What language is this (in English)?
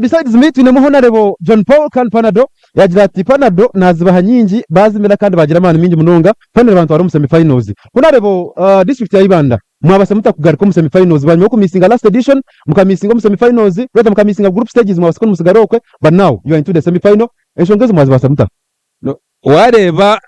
Nyankole